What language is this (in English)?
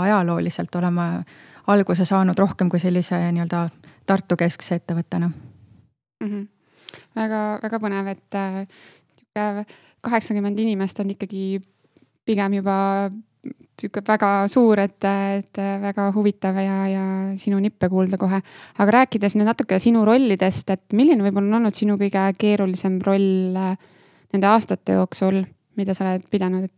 Estonian